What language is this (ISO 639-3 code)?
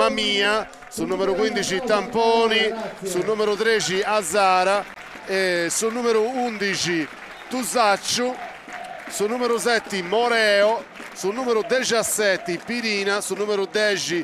srd